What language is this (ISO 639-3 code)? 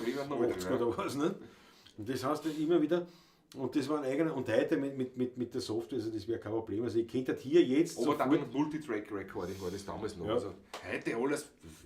bar